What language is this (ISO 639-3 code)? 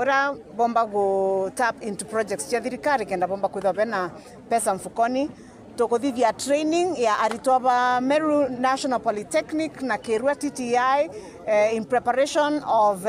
mer